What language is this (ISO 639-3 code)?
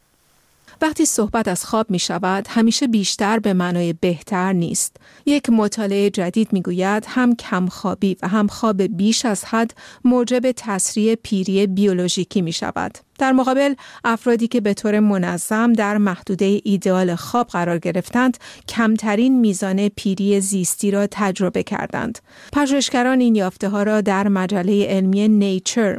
fas